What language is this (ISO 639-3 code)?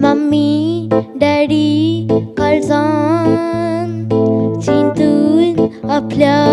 kok